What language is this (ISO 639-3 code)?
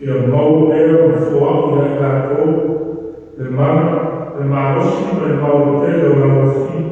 smo